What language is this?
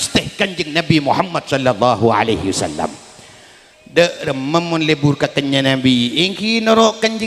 Madurese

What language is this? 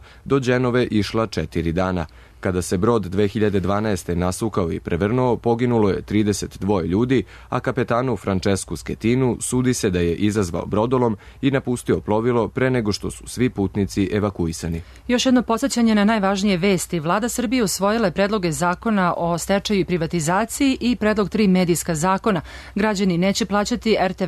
Serbian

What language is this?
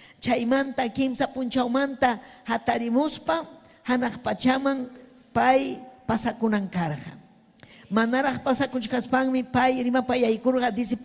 Ayacucho Quechua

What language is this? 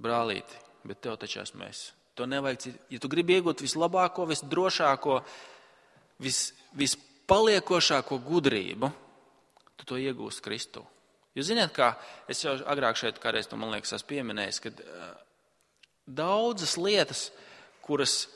Latvian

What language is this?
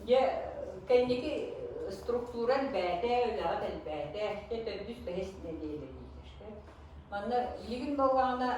Yakut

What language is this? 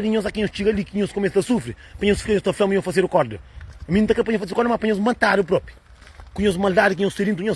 Kabuverdianu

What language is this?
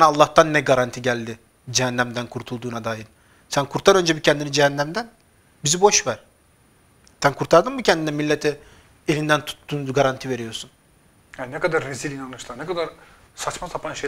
Turkish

